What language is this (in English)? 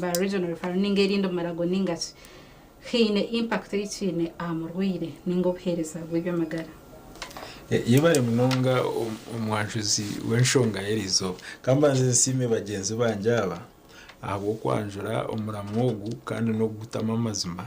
Nyankole